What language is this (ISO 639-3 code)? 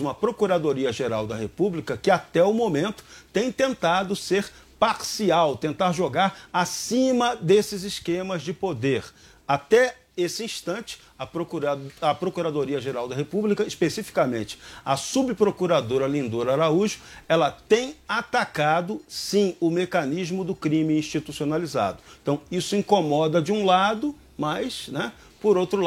por